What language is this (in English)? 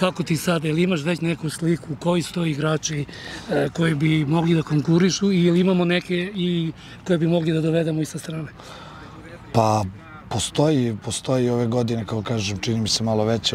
Serbian